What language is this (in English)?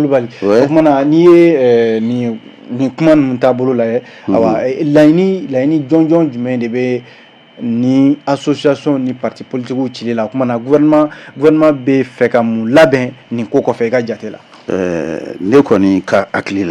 Bambara